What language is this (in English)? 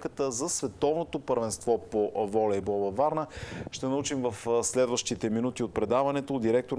Bulgarian